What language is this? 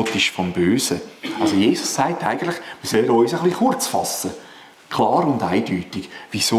Swiss German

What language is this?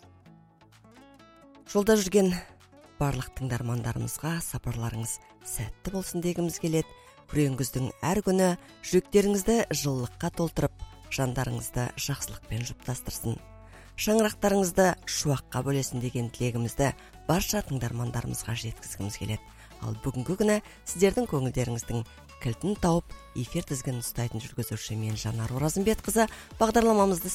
Kazakh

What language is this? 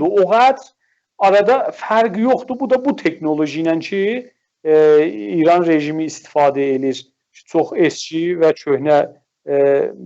South Azerbaijani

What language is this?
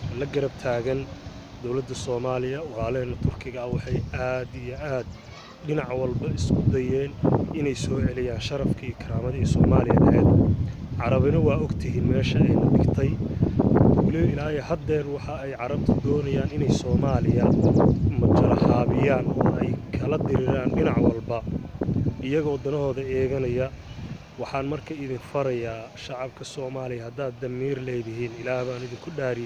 Somali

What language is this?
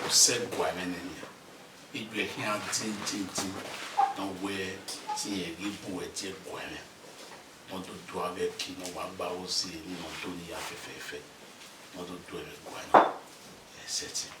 Bini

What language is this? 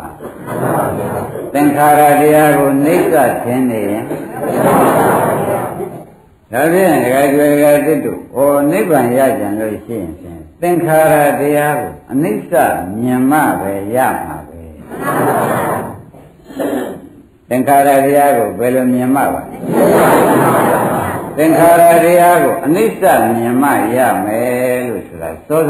Burmese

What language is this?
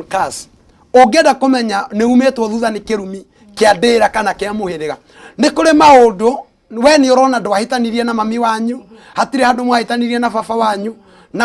Kikuyu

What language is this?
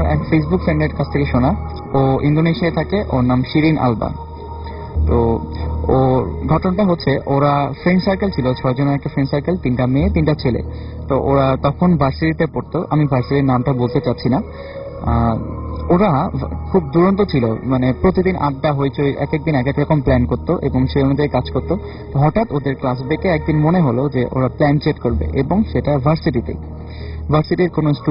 Bangla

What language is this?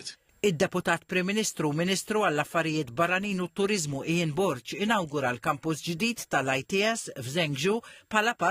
Maltese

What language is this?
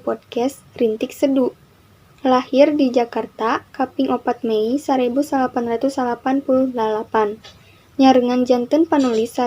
Sundanese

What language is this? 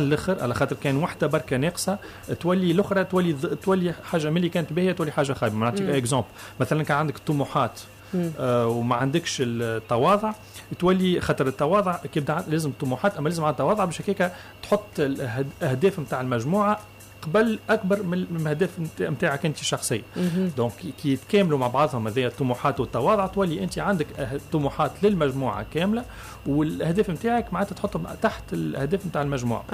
Tunisian Arabic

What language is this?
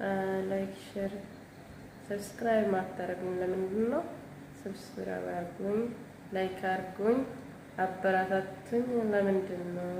Amharic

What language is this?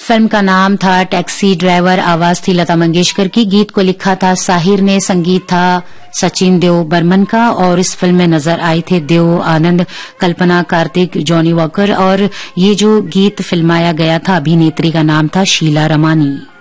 Hindi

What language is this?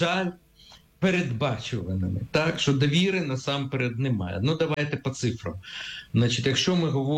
Ukrainian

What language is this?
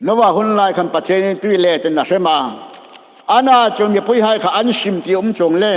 Hmar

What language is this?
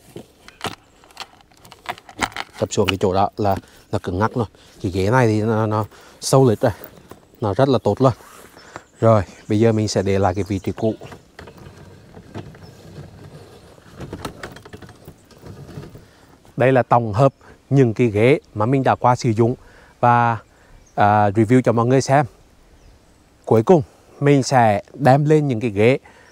Vietnamese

